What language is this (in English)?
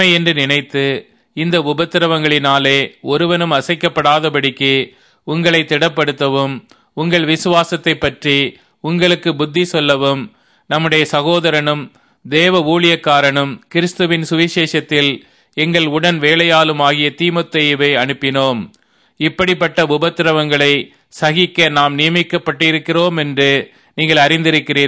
Tamil